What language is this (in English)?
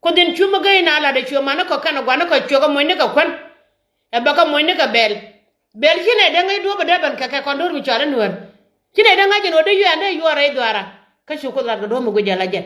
Nuer